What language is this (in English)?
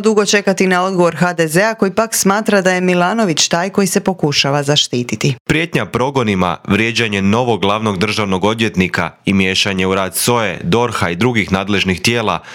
Croatian